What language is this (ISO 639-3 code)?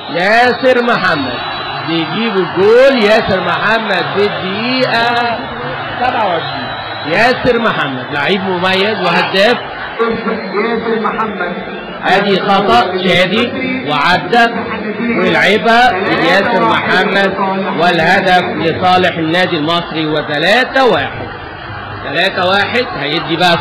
arz